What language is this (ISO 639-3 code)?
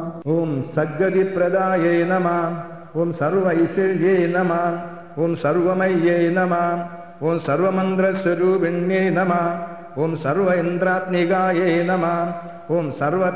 mal